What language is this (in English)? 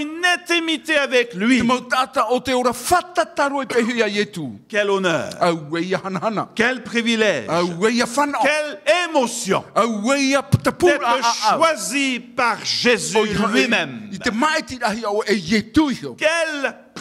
Tahitian